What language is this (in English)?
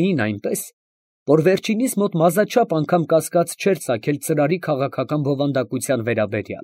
Armenian